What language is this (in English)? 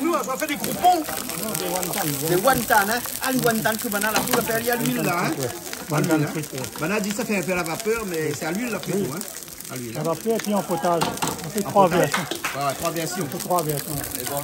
Réunion Creole French